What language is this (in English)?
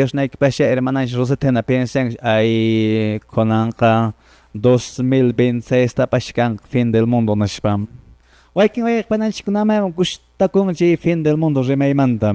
Quechua